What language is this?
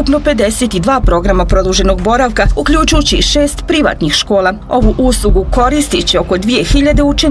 Bosnian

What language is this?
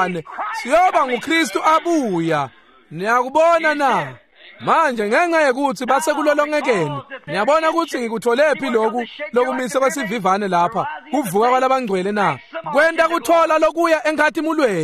Swati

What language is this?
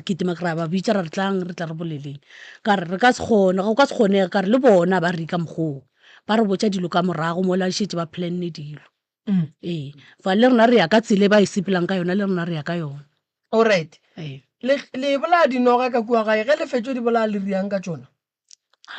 Northern Sotho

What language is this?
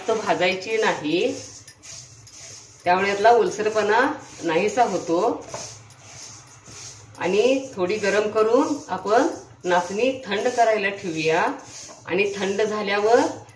Marathi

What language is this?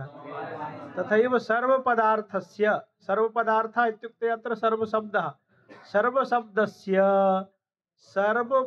Sanskrit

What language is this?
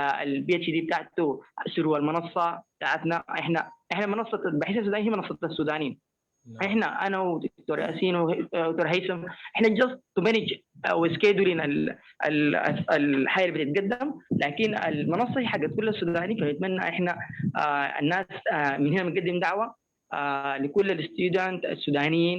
Sudanese Arabic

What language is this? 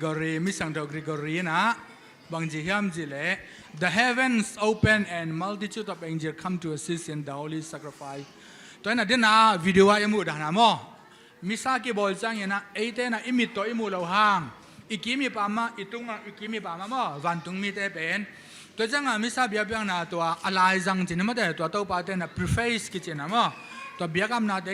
Tedim Chin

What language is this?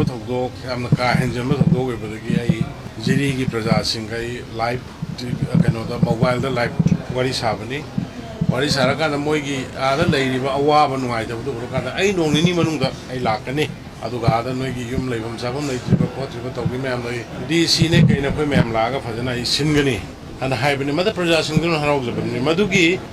Manipuri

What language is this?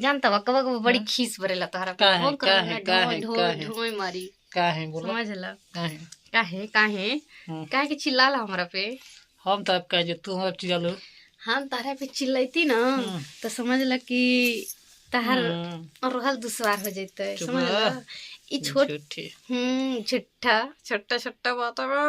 Bhojpuri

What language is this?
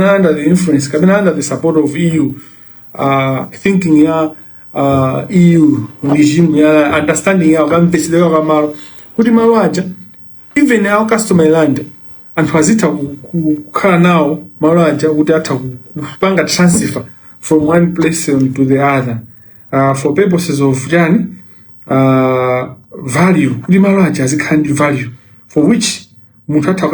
Nyanja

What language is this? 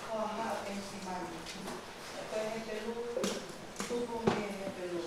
Tongan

